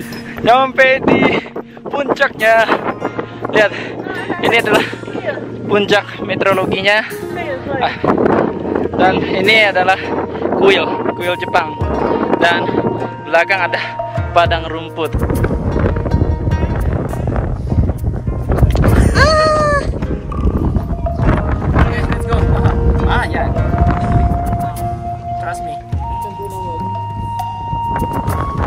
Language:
Indonesian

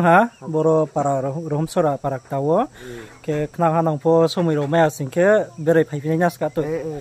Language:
Riang (India)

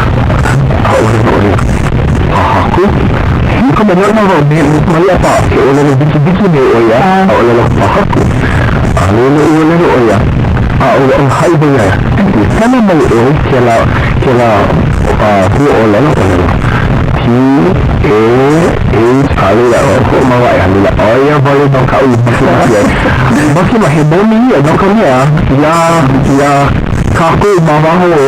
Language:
Hawaiian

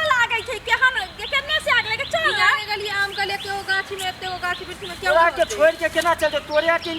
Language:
Maithili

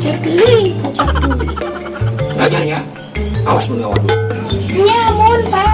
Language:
Sundanese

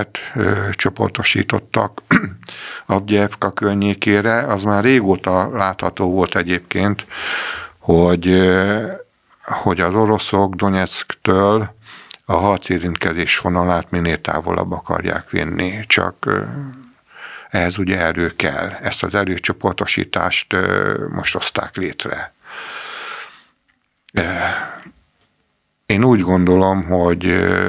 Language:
Hungarian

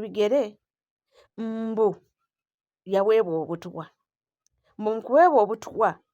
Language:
Ganda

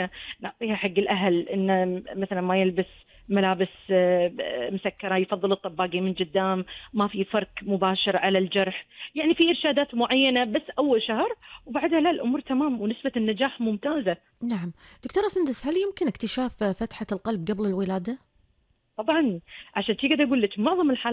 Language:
Gulf Arabic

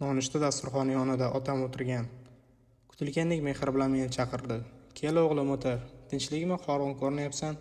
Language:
Uzbek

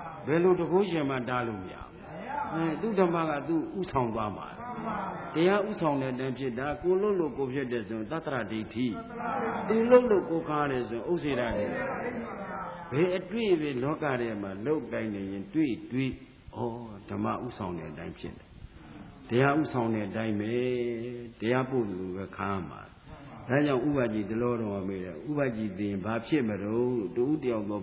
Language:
Burmese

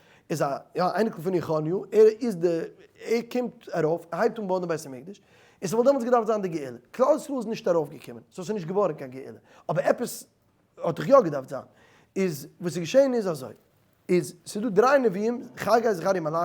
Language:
Yiddish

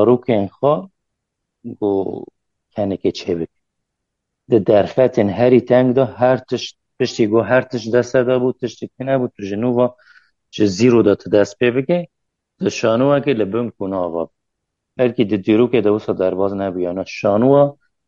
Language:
Kurdish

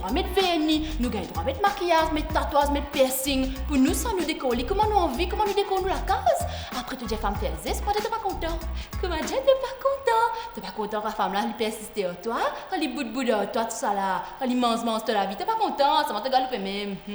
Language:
Morisyen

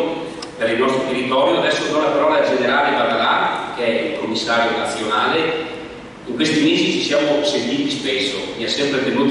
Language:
Italian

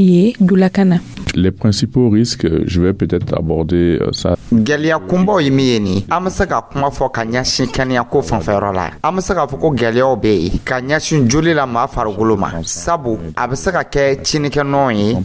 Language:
Dyula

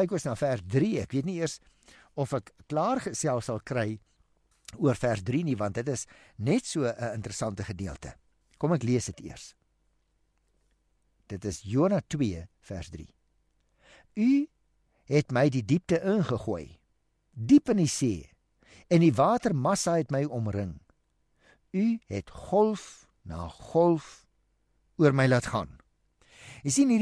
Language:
Afrikaans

